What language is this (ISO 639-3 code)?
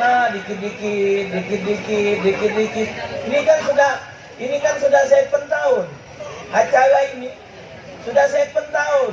mui